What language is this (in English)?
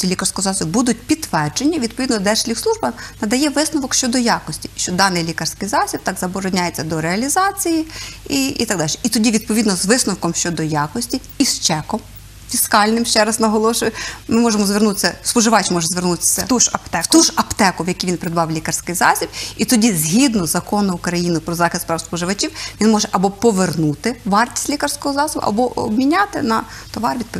Ukrainian